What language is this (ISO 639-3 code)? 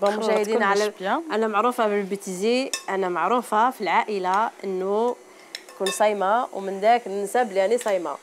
arq